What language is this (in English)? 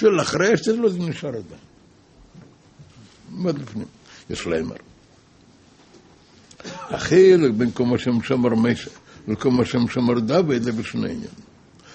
Hebrew